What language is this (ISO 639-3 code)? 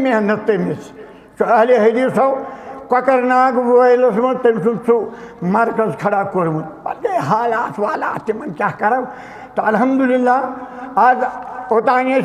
kas